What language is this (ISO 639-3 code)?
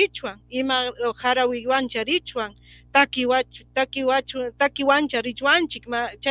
quy